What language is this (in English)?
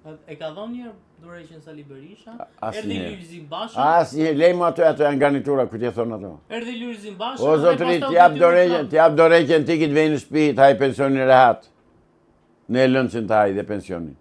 Albanian